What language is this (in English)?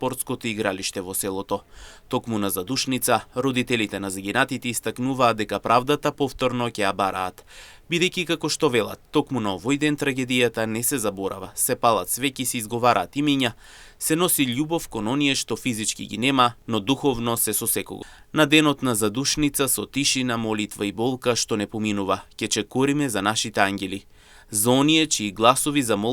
Macedonian